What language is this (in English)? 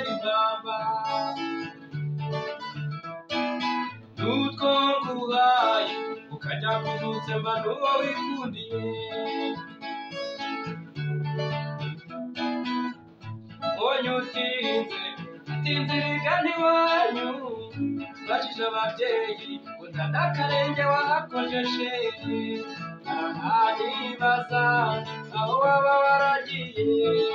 Kinyarwanda